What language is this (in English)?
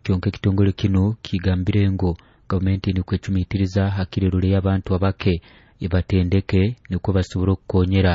Nyoro